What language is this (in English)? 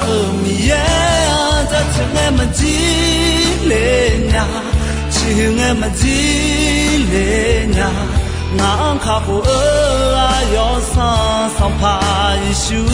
Akha